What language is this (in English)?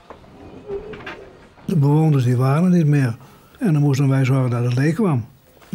Dutch